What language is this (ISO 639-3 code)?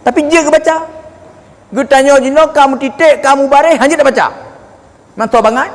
ace